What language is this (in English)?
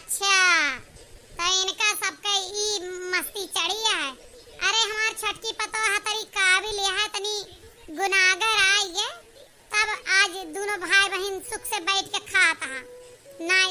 Awadhi